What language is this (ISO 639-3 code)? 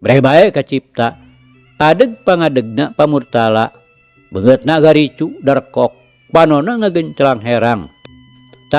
sun